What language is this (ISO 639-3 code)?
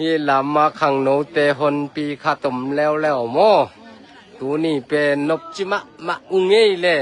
ctd